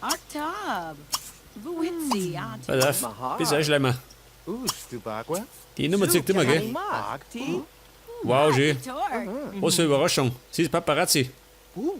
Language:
Bavarian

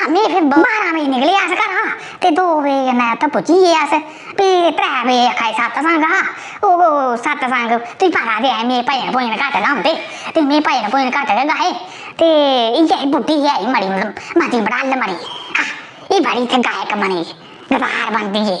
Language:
Dogri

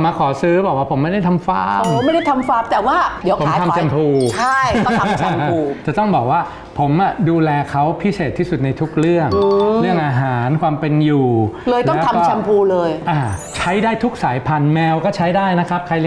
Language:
Thai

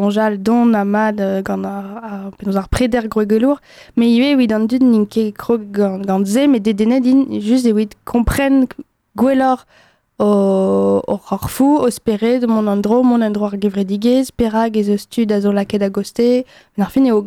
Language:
Breton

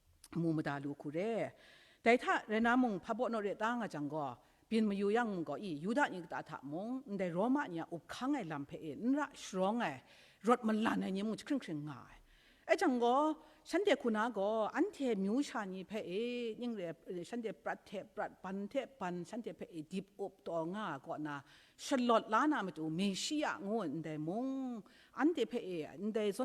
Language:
Kachin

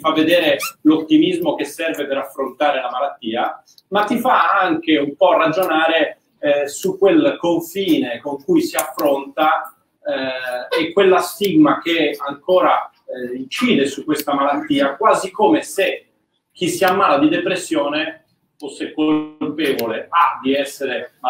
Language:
Italian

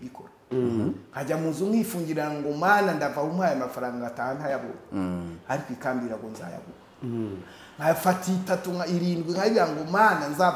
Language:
Kinyarwanda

